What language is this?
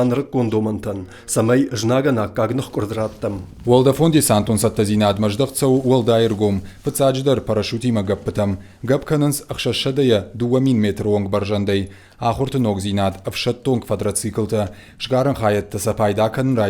Ossetic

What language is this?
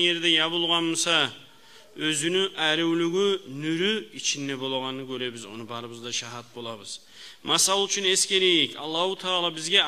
Kumyk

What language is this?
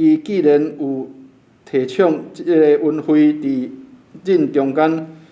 Min Nan Chinese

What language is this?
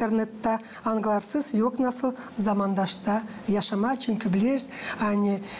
Gagauz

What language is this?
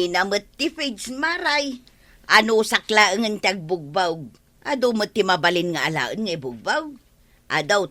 Iloko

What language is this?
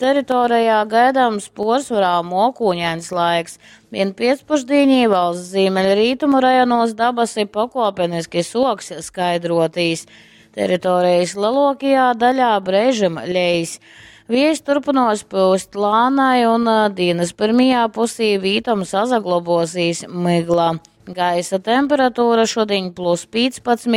Latgalian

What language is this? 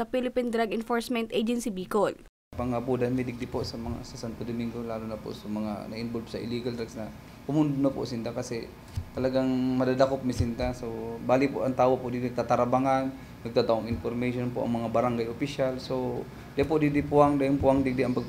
Bikol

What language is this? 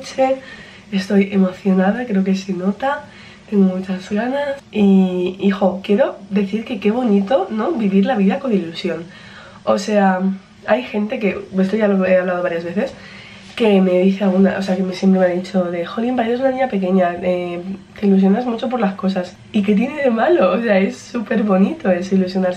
Spanish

